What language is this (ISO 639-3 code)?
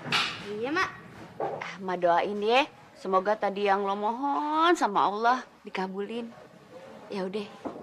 bew